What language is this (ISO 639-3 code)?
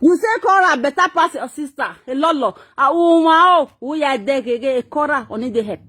pcm